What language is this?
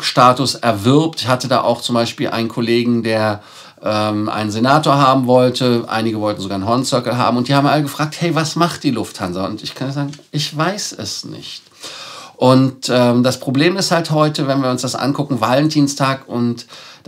German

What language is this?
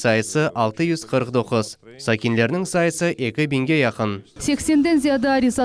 Crimean Tatar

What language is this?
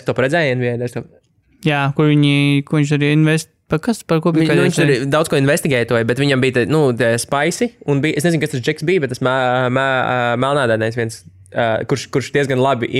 Latvian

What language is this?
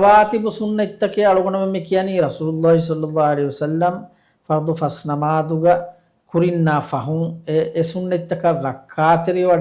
Divehi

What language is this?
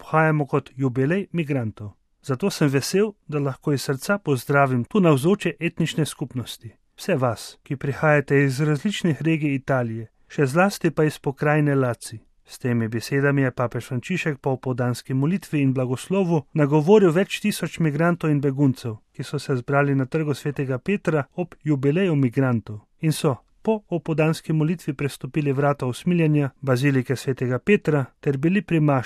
Slovenian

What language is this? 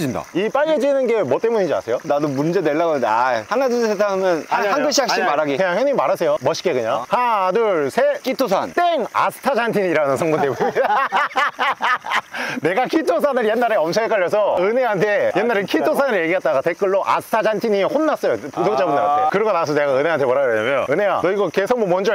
Korean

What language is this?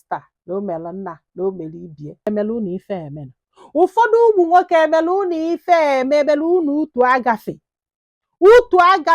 Igbo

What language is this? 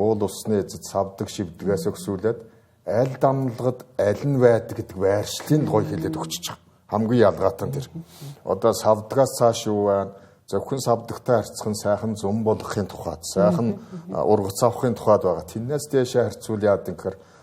Mongolian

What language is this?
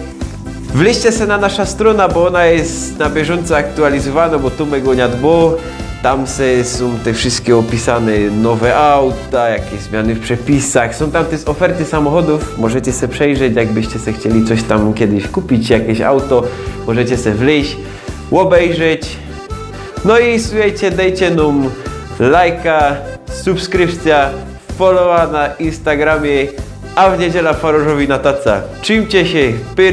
Silesian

